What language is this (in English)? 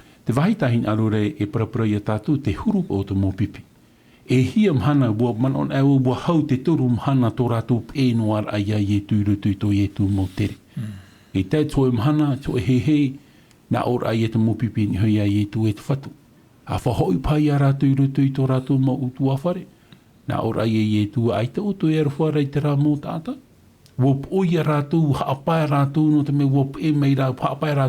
Tahitian